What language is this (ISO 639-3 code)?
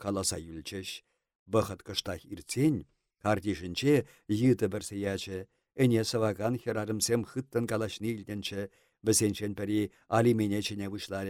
chv